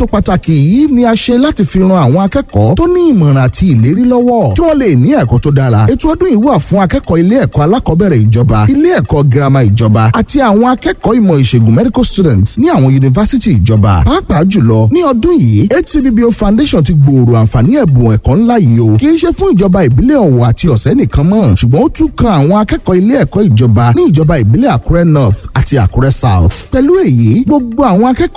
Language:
Yoruba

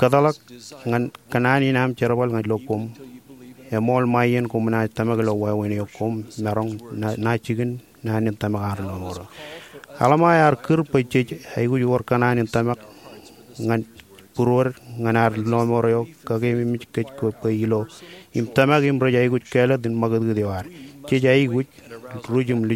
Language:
Marshallese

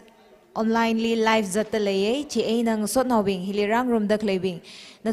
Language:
Tangkhul Naga (India)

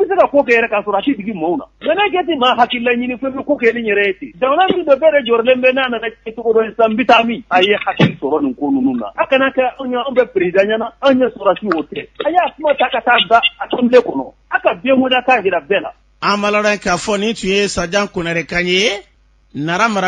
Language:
Bambara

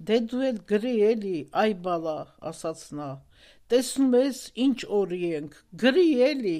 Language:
Armenian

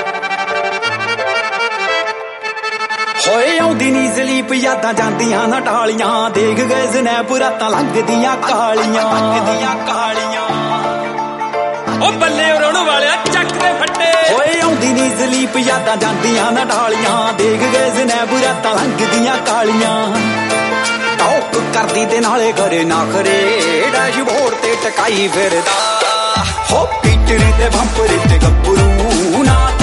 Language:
Punjabi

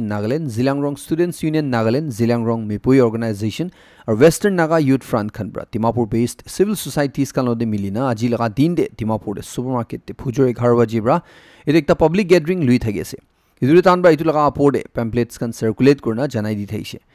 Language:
Naga Pidgin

